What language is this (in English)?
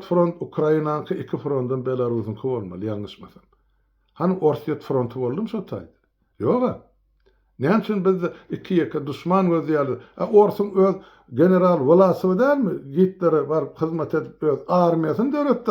Turkmen